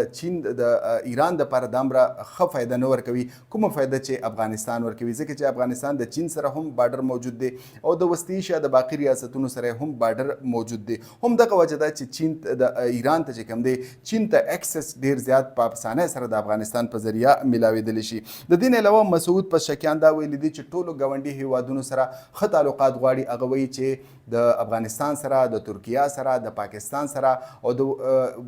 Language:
Pashto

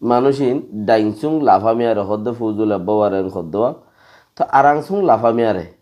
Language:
Rohingya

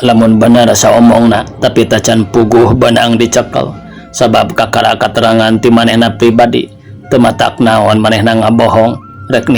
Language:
Sundanese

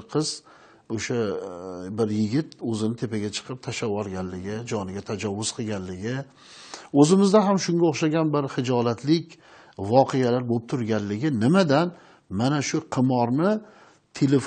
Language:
Uzbek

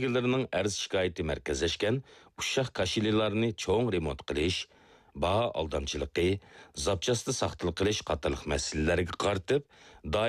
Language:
Uyghur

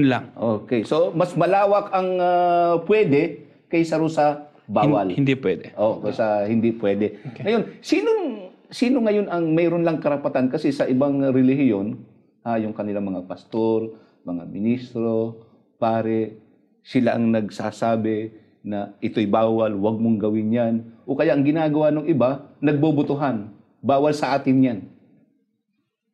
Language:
Filipino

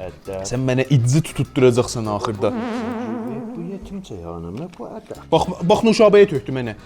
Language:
South Azerbaijani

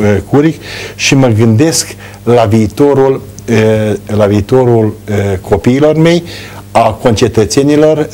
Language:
Romanian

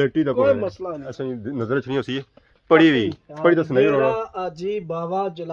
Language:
Pahari-Potwari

